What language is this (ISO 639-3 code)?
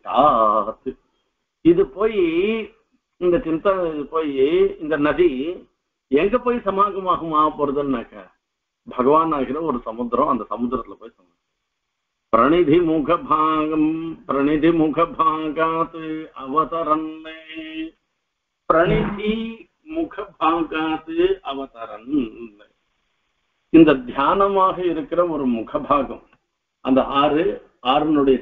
tam